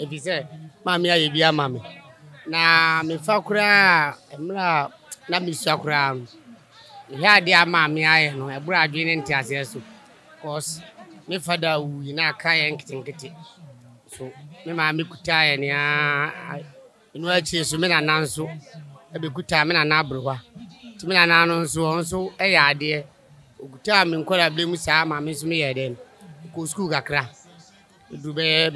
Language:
Akan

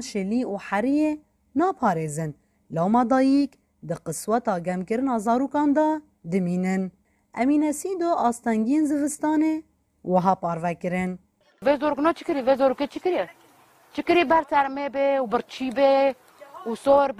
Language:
Kurdish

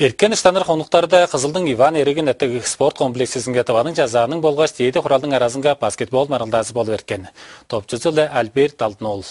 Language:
Tuvinian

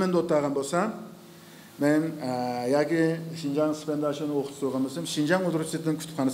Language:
Uyghur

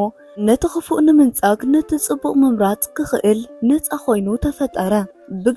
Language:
Tigrinya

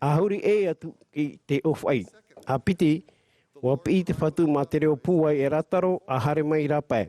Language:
Tahitian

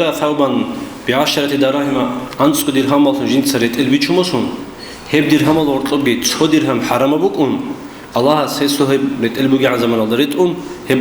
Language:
Avaric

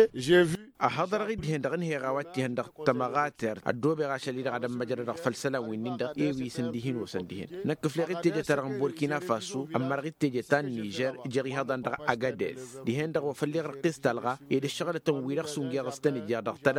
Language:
Tamasheq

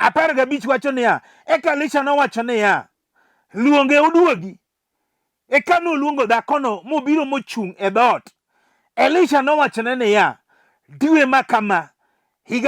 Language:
Luo (Kenya and Tanzania)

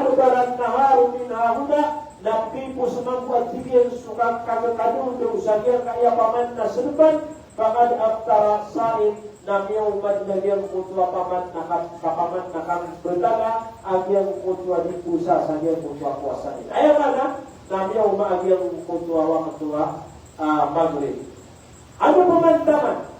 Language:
Maranao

